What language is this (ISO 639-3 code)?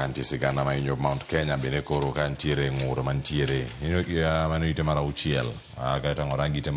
luo